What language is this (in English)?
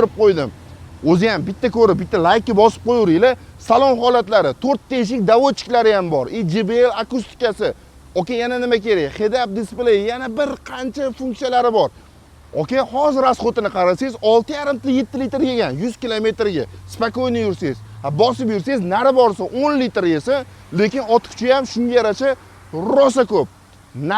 Uzbek